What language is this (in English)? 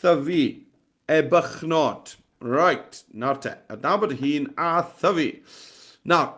Welsh